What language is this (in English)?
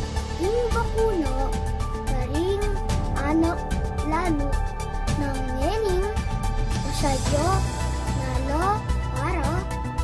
Pampanga